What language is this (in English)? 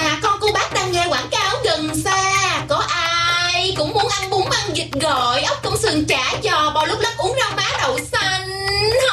Vietnamese